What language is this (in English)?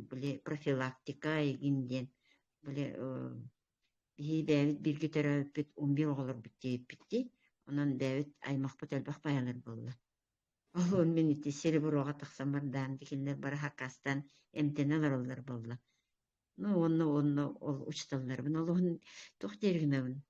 Yakut